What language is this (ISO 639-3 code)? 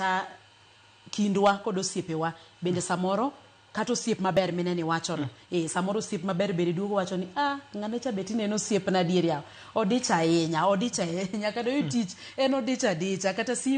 luo